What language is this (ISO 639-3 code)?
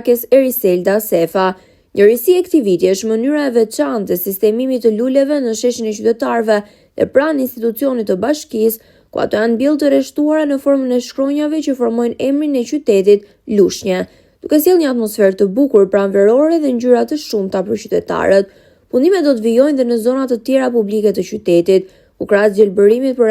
sqi